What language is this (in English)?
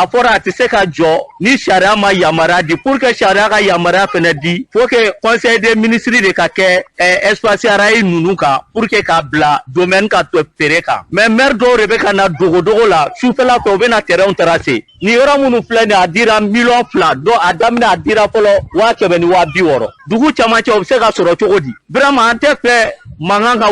Bambara